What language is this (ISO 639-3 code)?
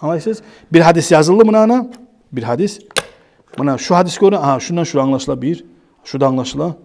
kum